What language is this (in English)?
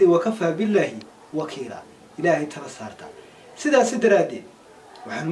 Somali